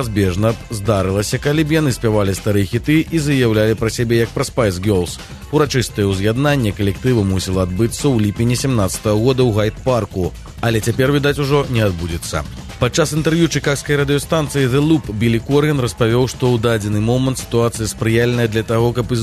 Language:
Belarusian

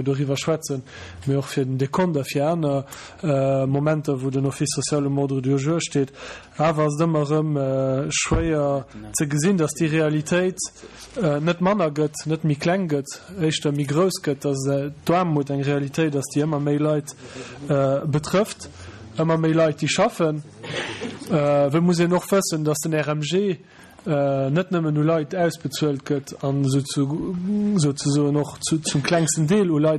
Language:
Luxembourgish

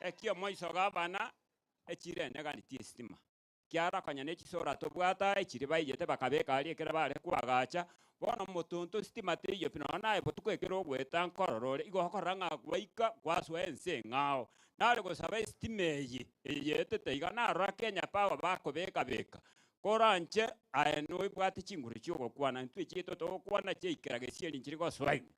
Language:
Gusii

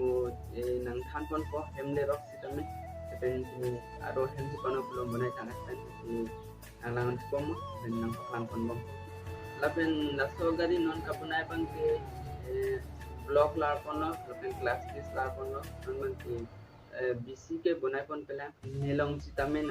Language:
Karbi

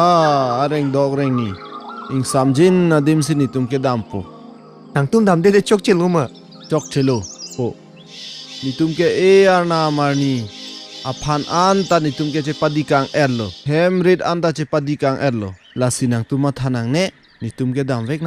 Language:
Karbi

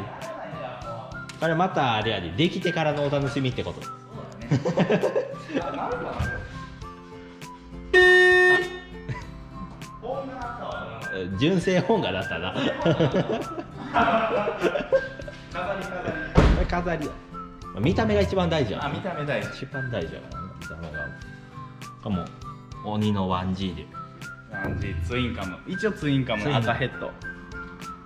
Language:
Japanese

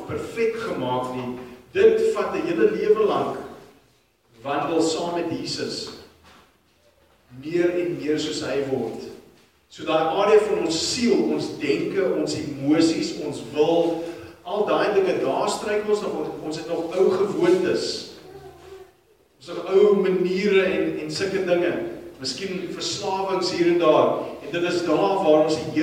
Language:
Afrikaans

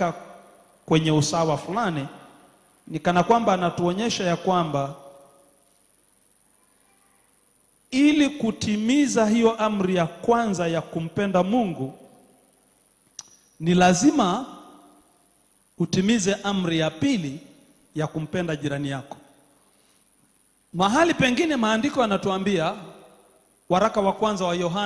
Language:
Swahili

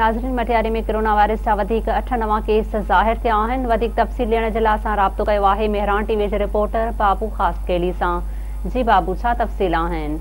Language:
Sindhi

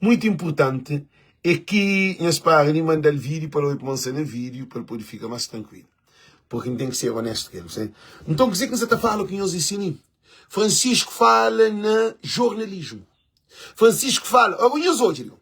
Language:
Kabuverdianu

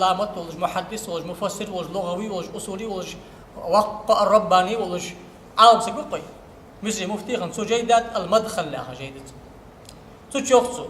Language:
Ingush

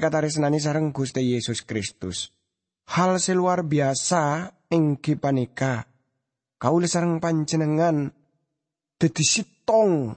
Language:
Madurese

